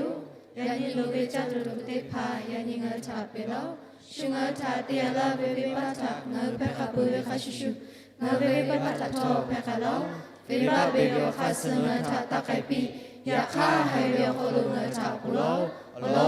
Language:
Lahu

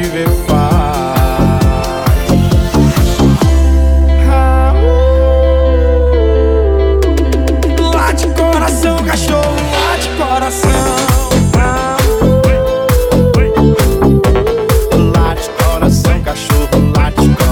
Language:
Portuguese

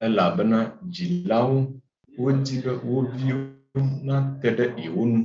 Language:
Ewe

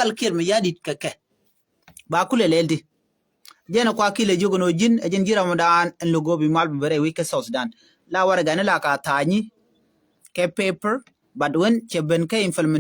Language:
Nuer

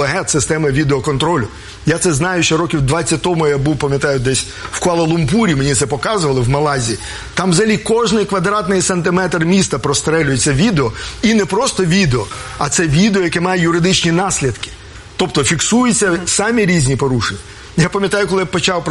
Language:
Ukrainian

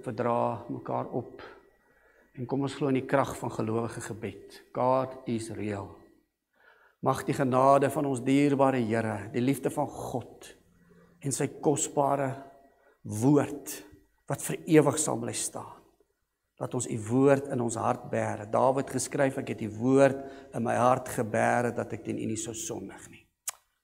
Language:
Afrikaans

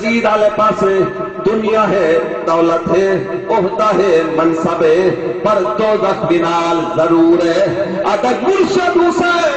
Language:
Saraiki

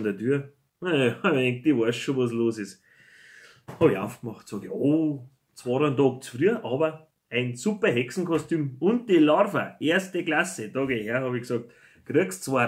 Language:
Bavarian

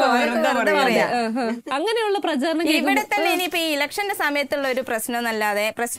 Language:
Malayalam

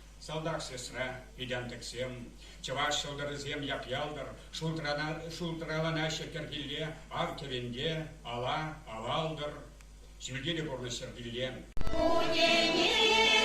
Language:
Chuvash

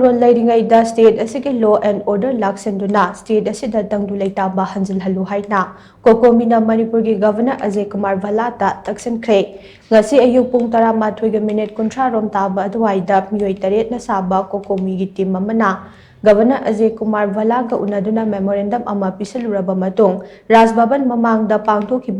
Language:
Manipuri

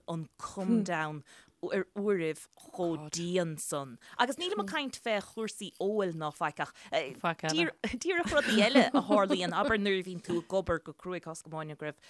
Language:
Irish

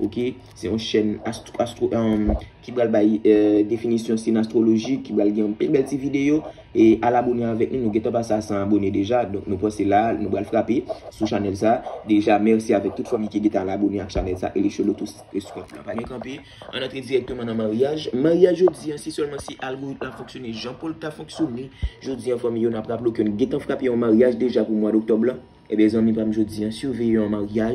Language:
Haitian Creole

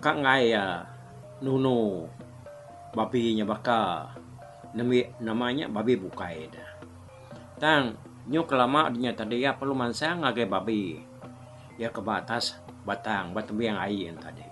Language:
Iban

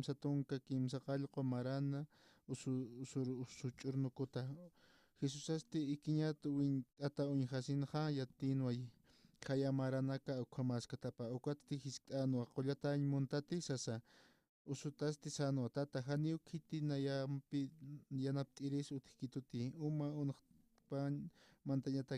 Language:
Aymara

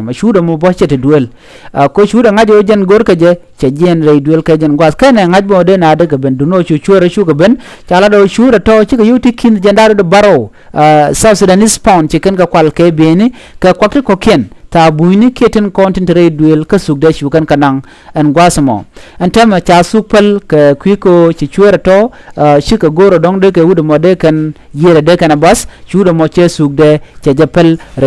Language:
Nuer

